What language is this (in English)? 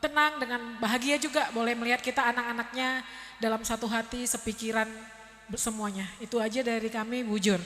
Batak Karo